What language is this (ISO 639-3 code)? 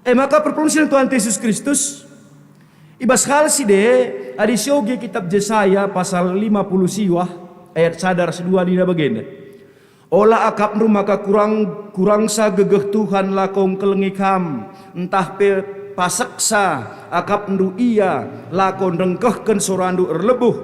btx